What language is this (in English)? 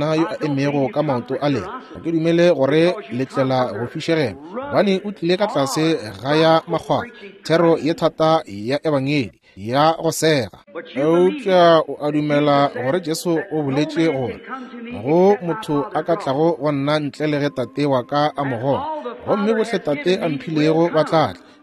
Northern Sotho